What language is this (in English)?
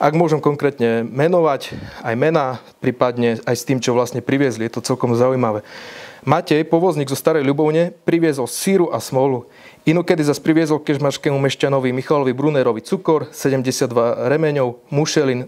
Slovak